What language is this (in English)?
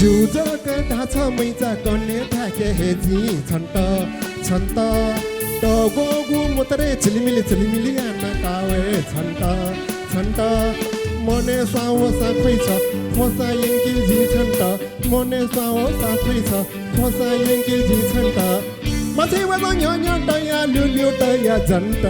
Newari